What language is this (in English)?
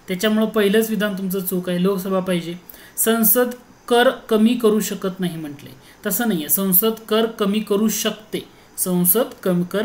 Marathi